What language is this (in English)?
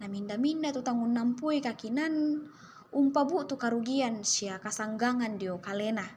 Toraja-Sa'dan